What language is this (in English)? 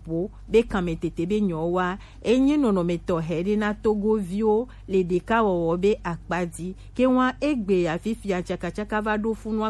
Gen